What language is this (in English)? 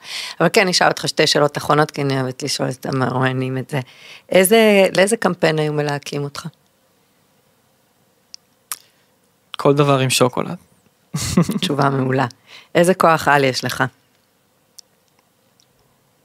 Hebrew